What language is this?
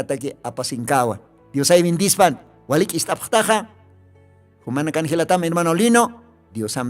Aymara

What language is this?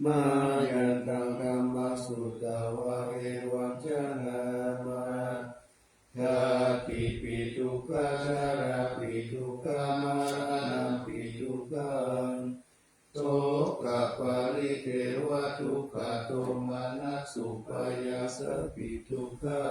Pali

